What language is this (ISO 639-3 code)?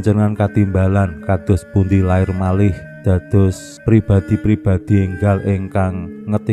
jav